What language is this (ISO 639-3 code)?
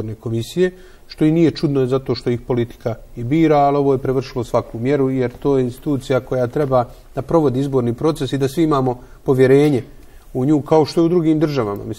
bos